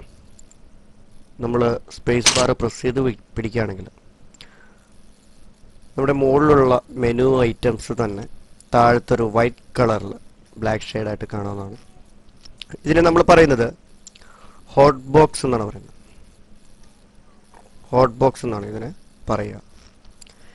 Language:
Malayalam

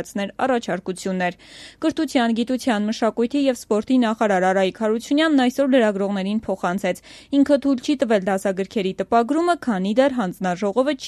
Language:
Armenian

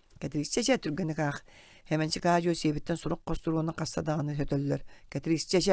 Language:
Yakut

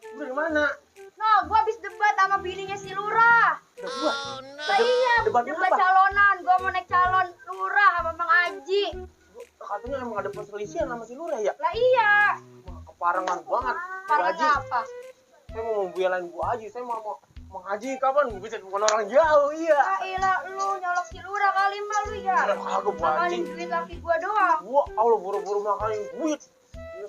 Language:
Betawi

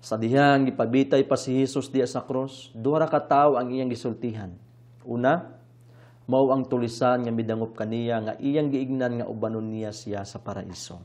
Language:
Cebuano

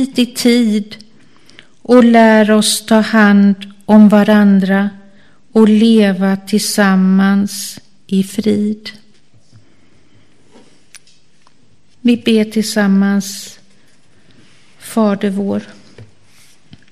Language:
Swedish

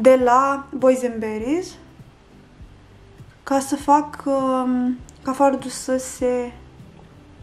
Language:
Romanian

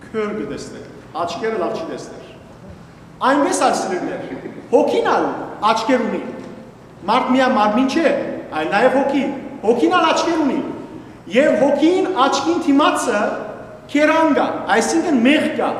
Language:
Western Armenian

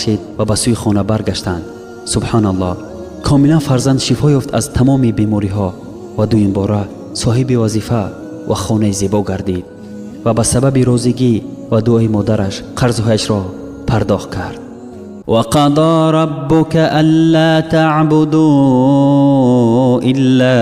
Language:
Tajik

